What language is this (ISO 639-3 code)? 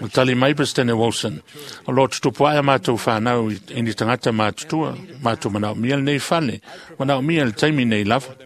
smo